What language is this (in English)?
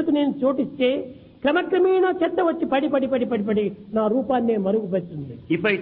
Telugu